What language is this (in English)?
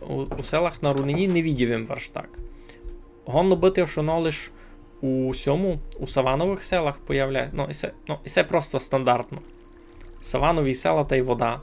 Rusyn